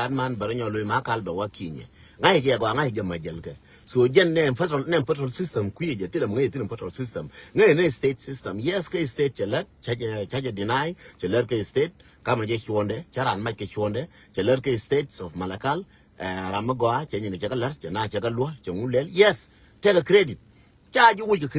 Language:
Nuer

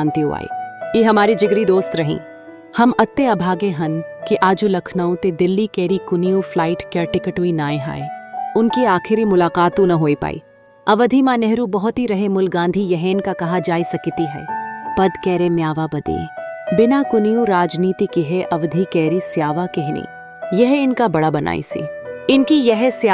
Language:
Awadhi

